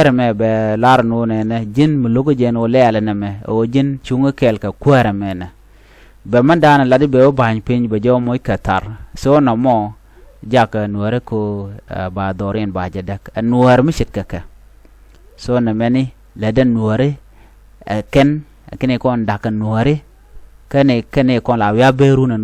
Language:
Nuer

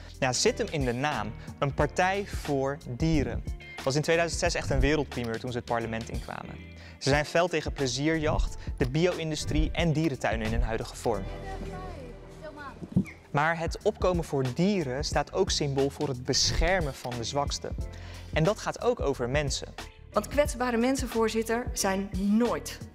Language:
Dutch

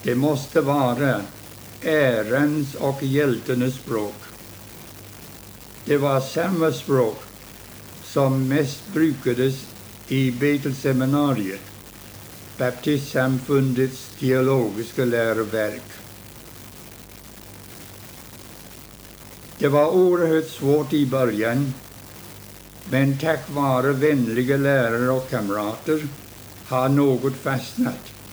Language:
Swedish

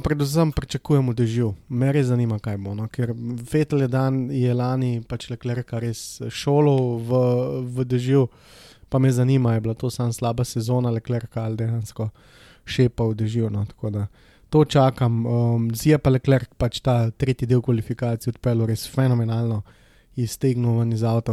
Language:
Slovenian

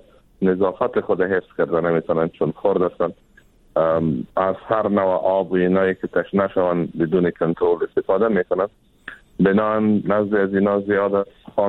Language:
Persian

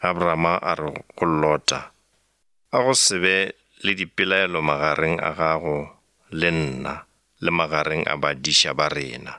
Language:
Northern Sotho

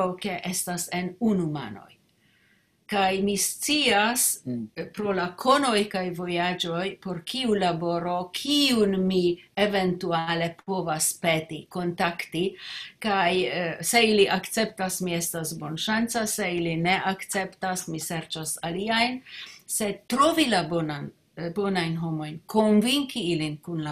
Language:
Esperanto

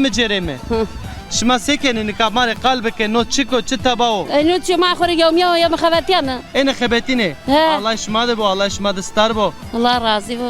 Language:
Zaza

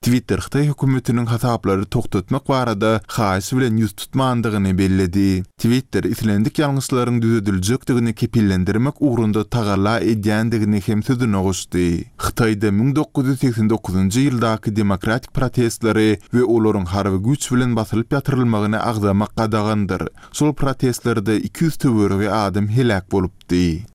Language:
Turkmen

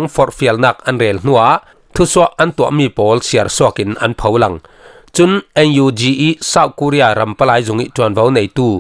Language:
Falam Chin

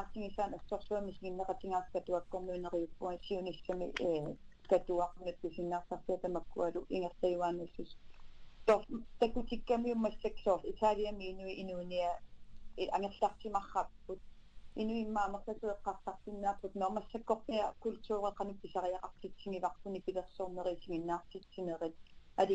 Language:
Kalaallisut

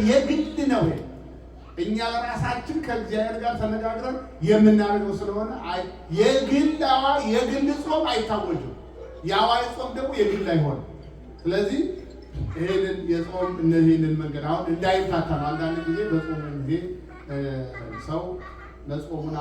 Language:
Amharic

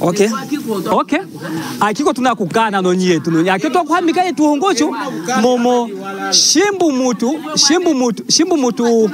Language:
Lunda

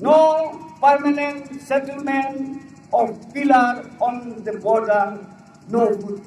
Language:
Karbi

